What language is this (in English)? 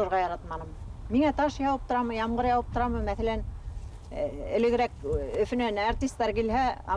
Bashkir